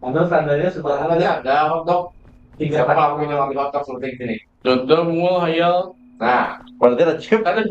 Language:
Banjar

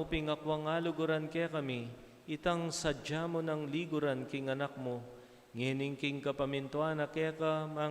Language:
Pampanga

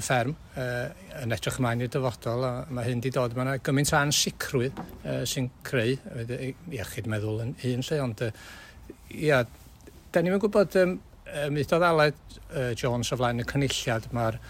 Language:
Welsh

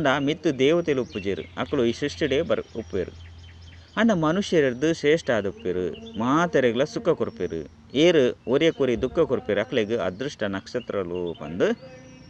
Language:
Tulu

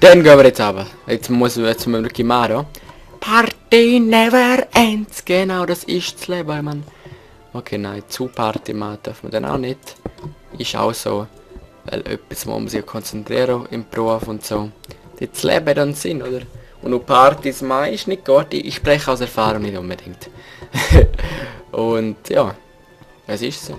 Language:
Swiss German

